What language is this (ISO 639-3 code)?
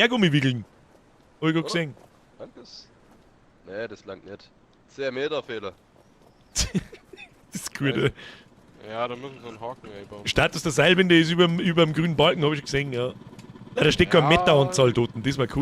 bar